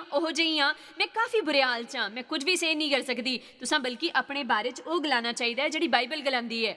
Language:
Dogri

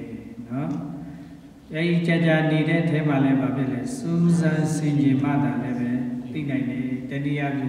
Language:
Burmese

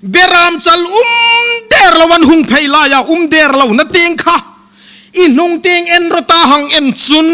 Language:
Hmar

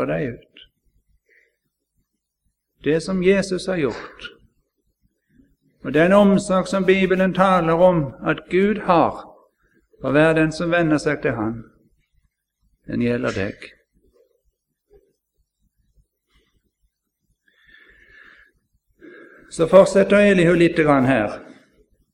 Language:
Norwegian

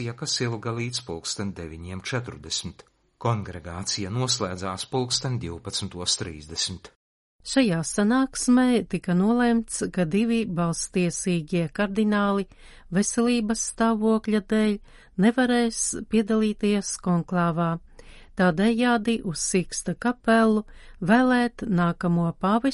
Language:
Latvian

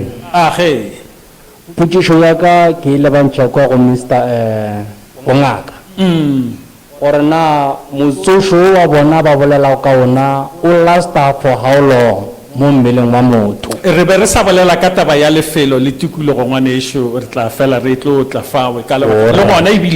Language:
Northern Sotho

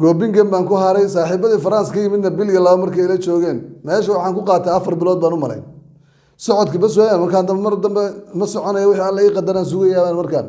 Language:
Somali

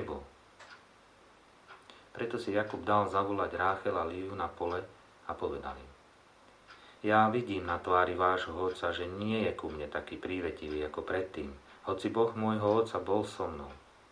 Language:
Slovak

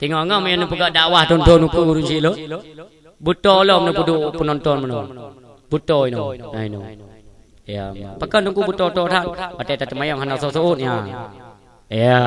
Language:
Achinese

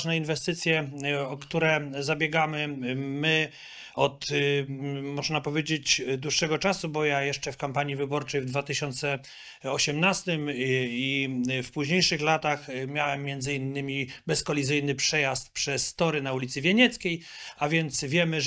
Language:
Polish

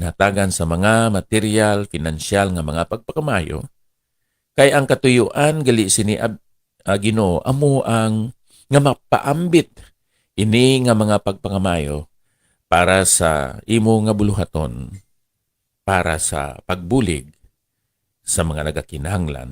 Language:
Hiligaynon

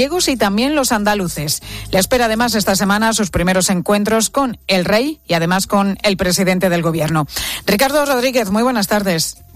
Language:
Spanish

